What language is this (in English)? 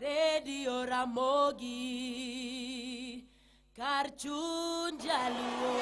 Luo (Kenya and Tanzania)